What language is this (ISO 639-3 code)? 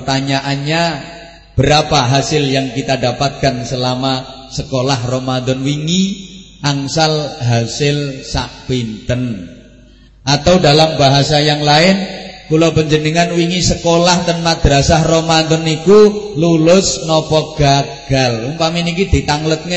jav